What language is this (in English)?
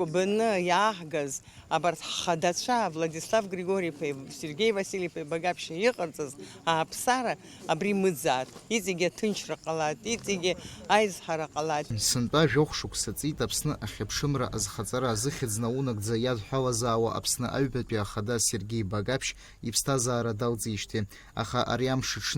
Abkhazian